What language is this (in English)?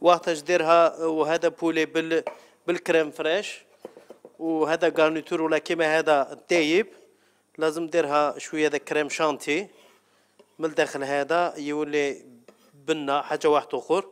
Algerian Arabic